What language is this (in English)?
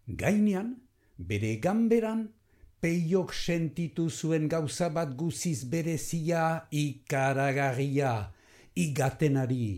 Basque